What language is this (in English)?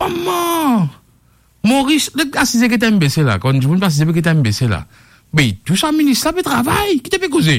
Morisyen